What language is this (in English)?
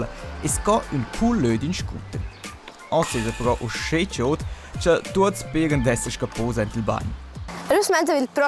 Romansh